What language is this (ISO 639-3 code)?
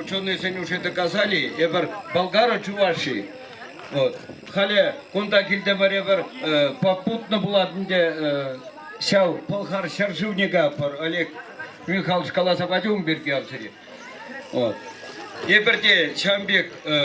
chv